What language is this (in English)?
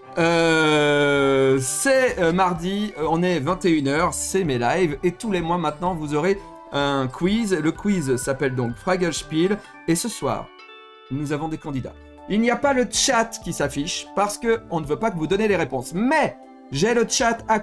French